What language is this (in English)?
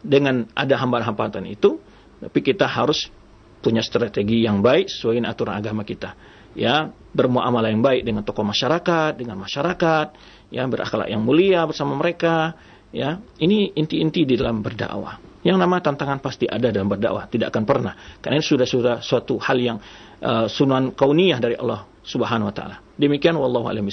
Indonesian